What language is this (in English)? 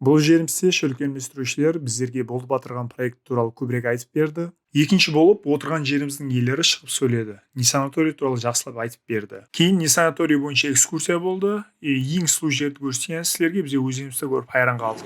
Kara-Kalpak